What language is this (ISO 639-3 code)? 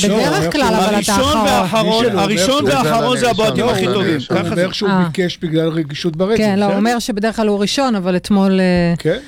heb